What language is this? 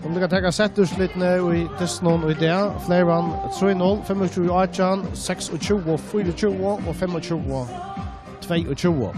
Faroese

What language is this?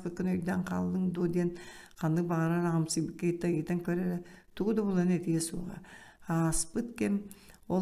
Yakut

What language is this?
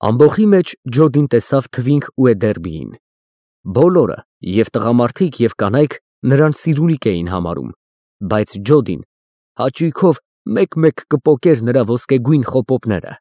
Armenian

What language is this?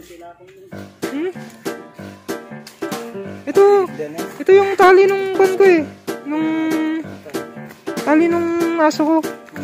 Filipino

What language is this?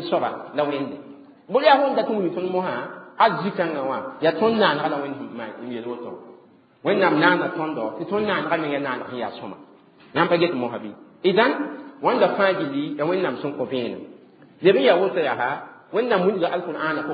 Mossi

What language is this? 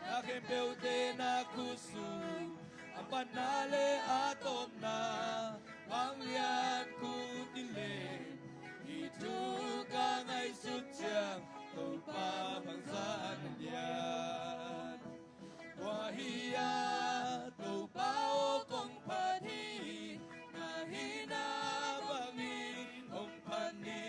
Tedim Chin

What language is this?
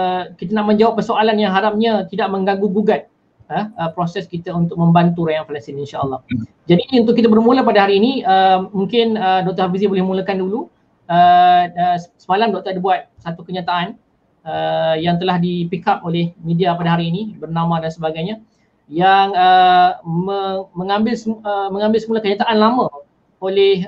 Malay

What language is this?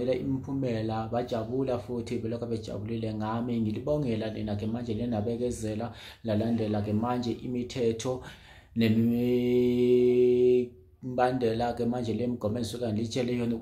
Zulu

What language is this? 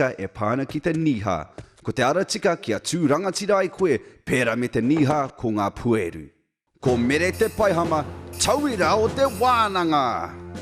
Māori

